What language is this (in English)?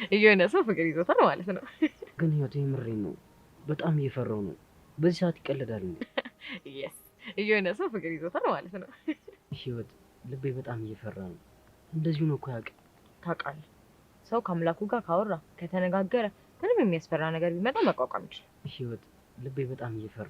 Amharic